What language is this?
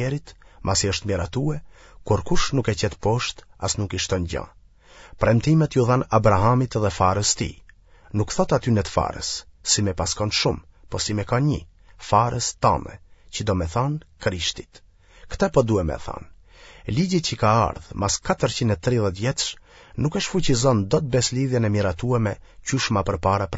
Albanian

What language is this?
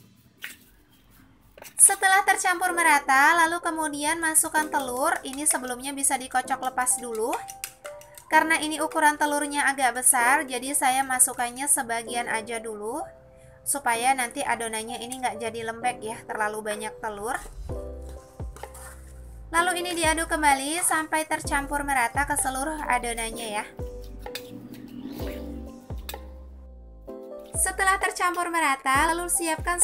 Indonesian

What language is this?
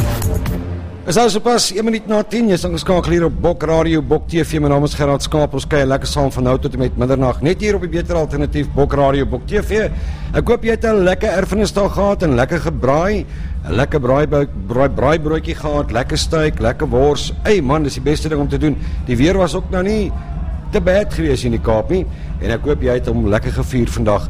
Afrikaans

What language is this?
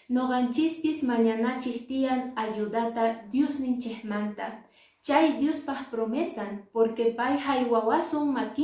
Quechua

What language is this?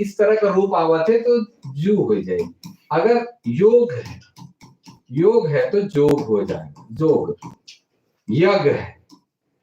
Sadri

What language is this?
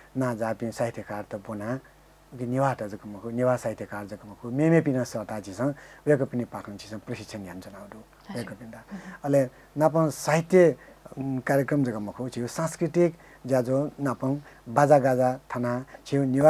Newari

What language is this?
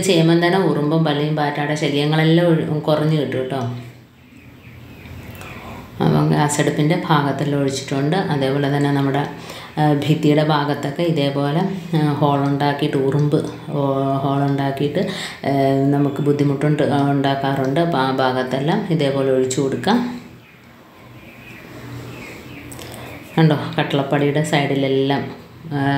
Malayalam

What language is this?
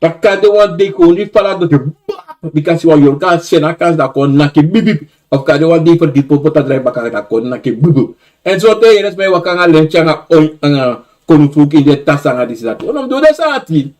Sranan Tongo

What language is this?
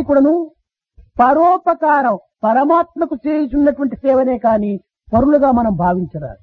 Telugu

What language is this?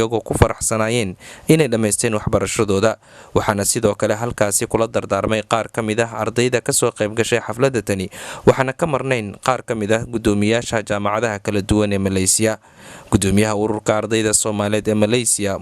Somali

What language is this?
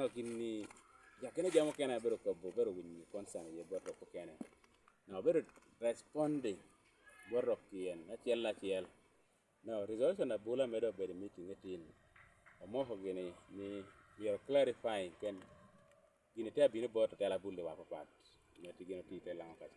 Lango (Uganda)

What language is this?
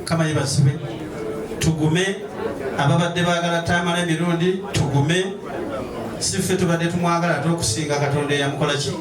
Ganda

